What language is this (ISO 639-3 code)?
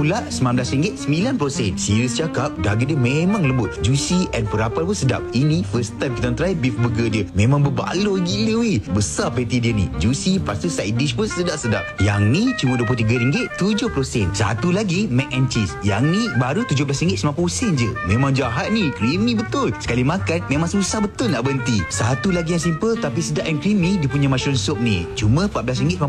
msa